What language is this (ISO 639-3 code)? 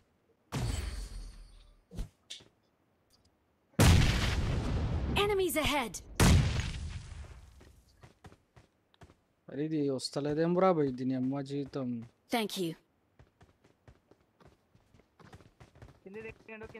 tel